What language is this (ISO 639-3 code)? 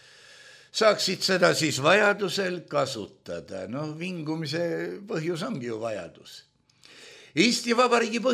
est